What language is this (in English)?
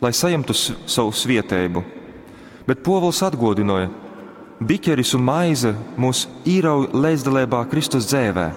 Latgalian